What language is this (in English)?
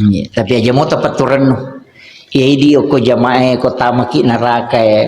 Buginese